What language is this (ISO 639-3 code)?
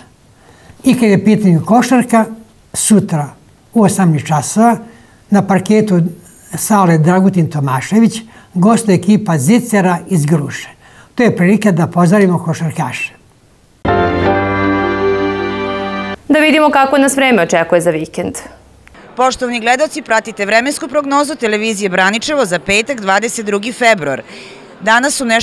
srp